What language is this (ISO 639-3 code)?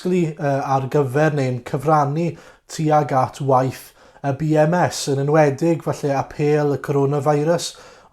cym